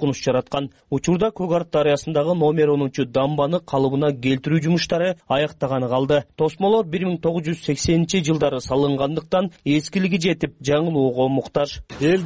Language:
Kyrgyz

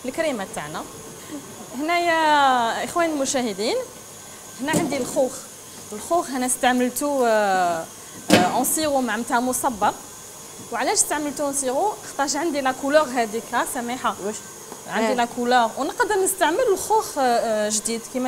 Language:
Algerian Arabic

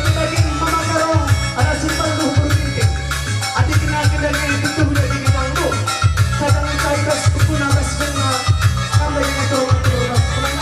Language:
Batak Karo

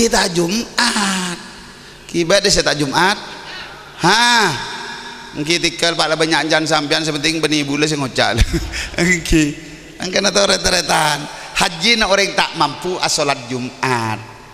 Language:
Madurese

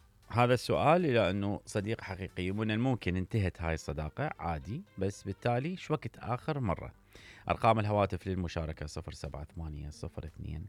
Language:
Mesopotamian Arabic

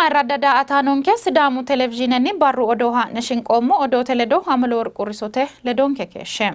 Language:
Sidamo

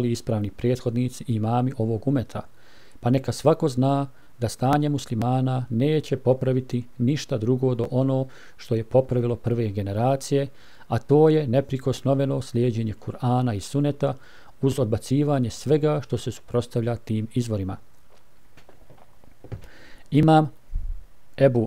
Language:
Bosnian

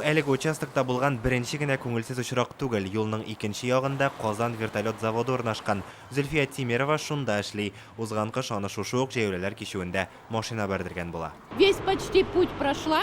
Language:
Tatar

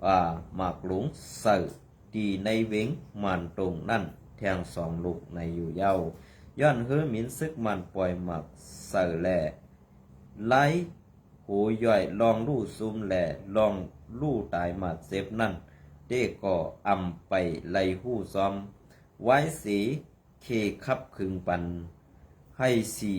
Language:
Shan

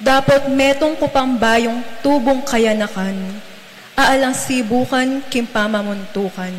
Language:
Pampanga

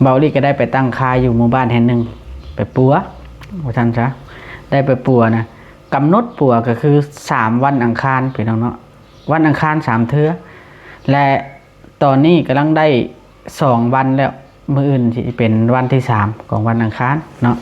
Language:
Lao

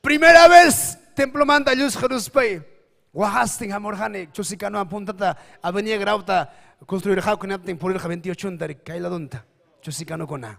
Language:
Ayacucho Quechua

